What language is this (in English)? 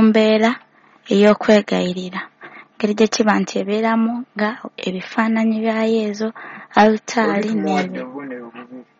Ganda